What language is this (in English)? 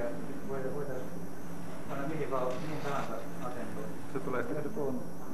Finnish